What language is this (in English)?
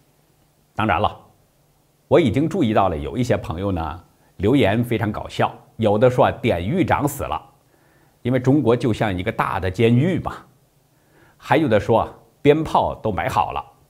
Chinese